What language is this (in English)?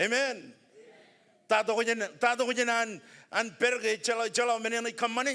Marshallese